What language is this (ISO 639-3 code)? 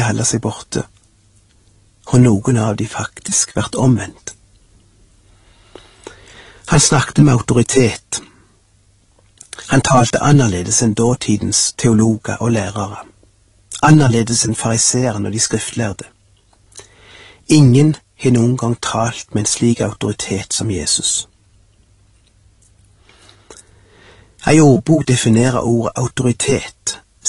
nor